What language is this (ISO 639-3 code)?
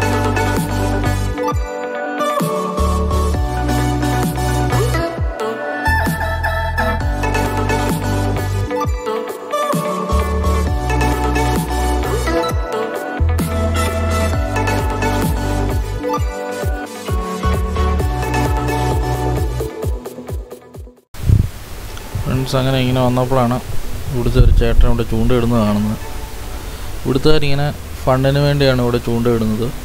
mal